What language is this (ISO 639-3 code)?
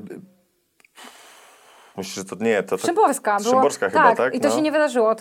pol